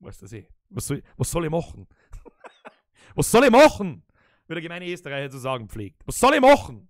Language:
Bavarian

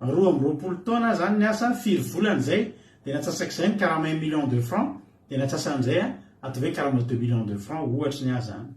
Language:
Malagasy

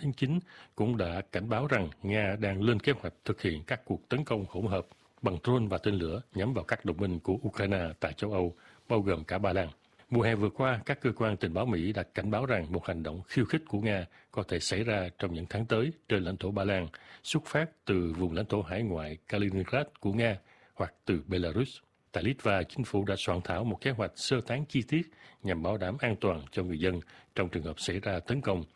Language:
Vietnamese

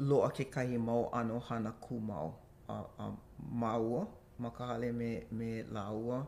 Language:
Hawaiian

